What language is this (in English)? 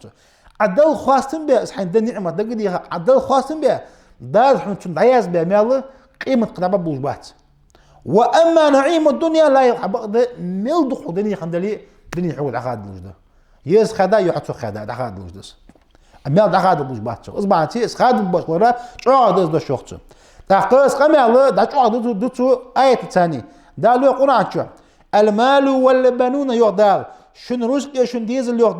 Ingush